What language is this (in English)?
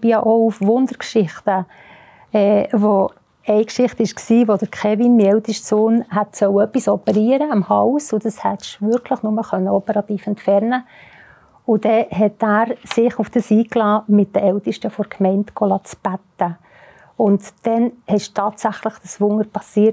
Swiss German